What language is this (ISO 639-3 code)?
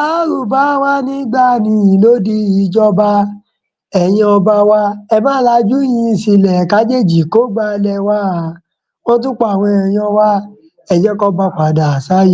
yor